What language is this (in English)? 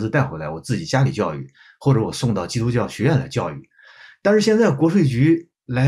Chinese